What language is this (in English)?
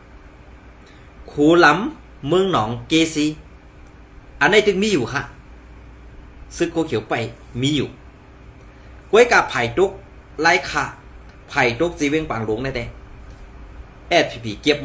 Shan